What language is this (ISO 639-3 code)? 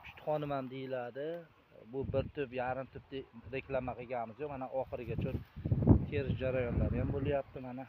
uzb